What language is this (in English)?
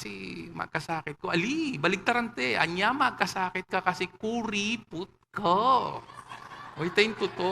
Pampanga